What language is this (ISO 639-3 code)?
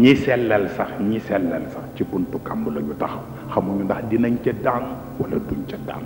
wol